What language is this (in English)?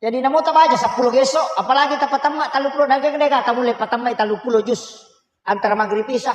Buginese